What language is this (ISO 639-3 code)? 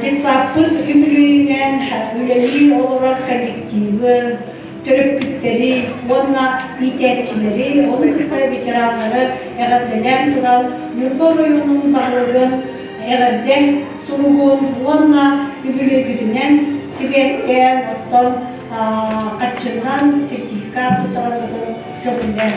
sah